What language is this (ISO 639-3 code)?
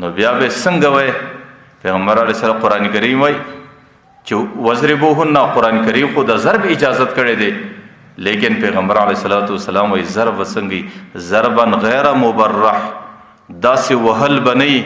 pus